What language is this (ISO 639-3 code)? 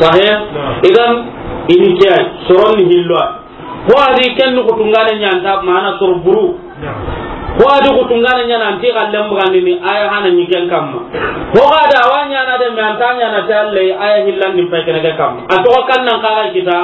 snk